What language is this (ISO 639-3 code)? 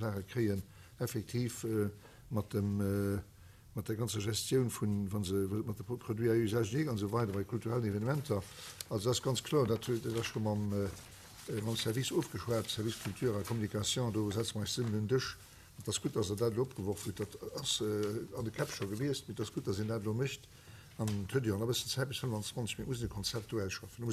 ltz